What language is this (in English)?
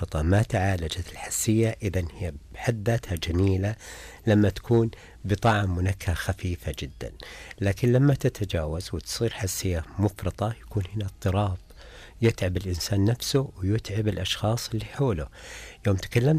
Najdi Arabic